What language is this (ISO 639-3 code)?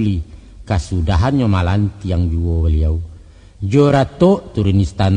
min